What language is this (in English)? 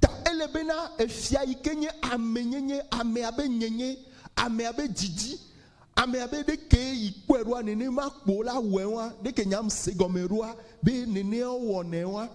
Ewe